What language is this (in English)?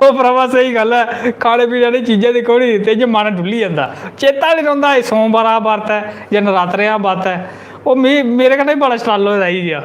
Dogri